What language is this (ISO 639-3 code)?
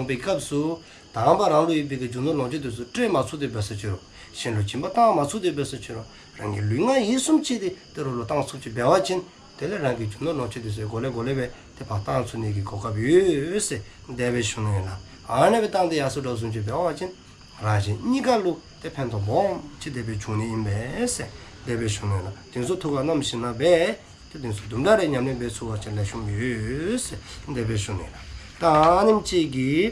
dzo